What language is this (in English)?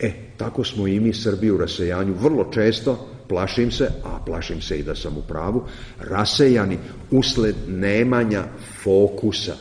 Serbian